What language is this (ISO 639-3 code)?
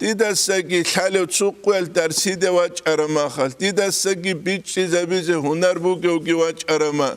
ava